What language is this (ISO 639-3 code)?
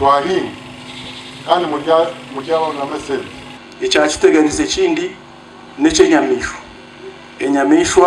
nyn